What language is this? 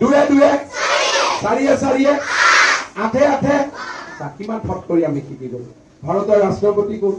Assamese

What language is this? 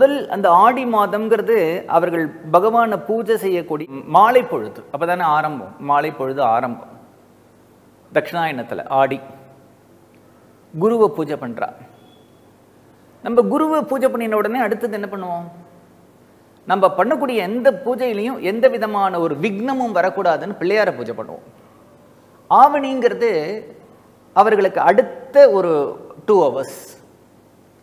Tamil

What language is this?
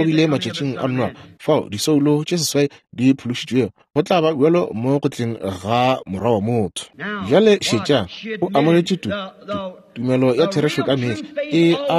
Northern Sotho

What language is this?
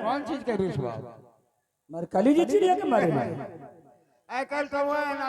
Angika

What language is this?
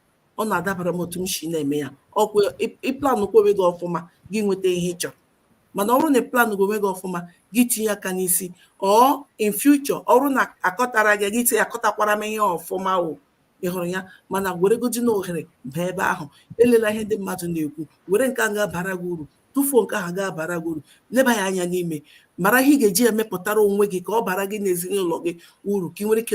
Igbo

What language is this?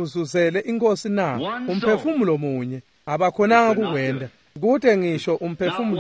Swati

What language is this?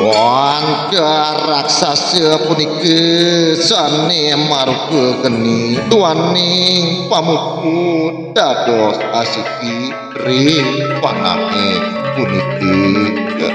Balinese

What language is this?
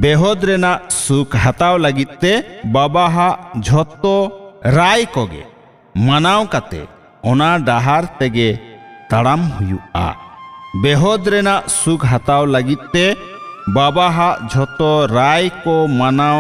Santali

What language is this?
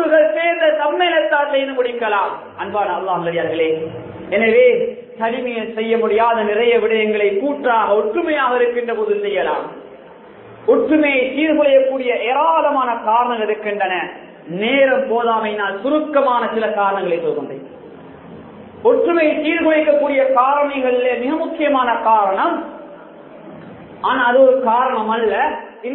Tamil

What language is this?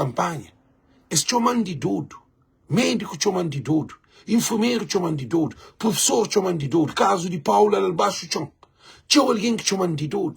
Kabuverdianu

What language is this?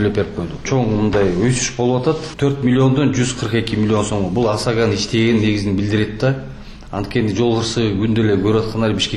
Kyrgyz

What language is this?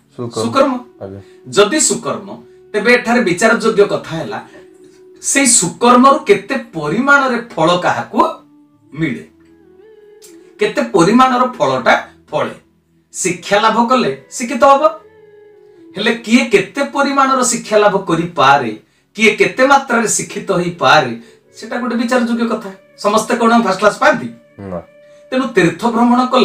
Odia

